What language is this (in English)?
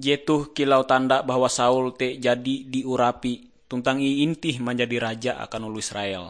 Ngaju